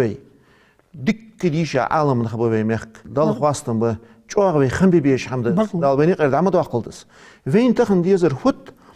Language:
Ingush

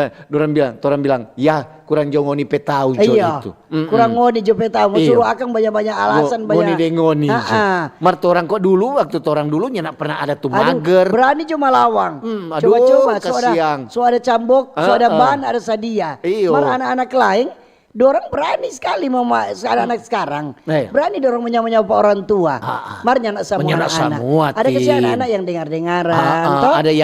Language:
Manado Malay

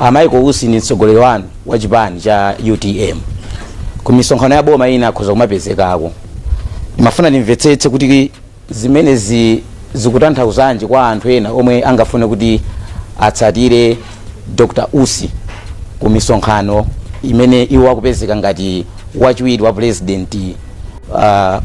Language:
Nyanja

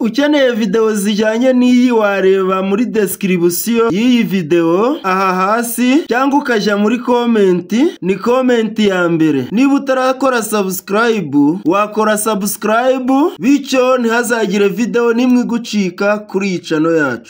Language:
Kinyarwanda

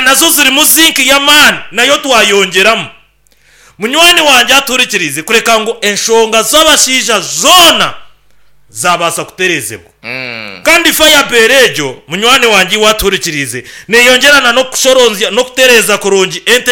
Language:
Nyankole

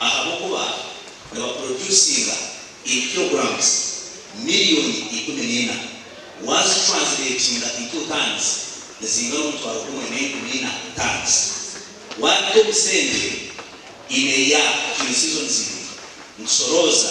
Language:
Nyankole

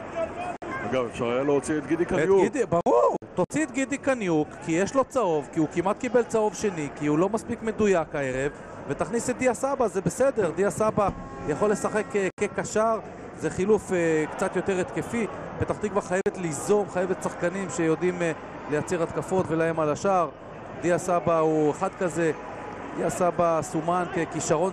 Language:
Hebrew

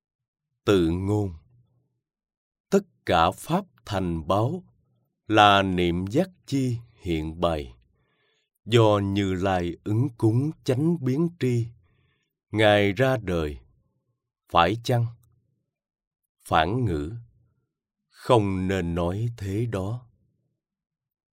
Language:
Vietnamese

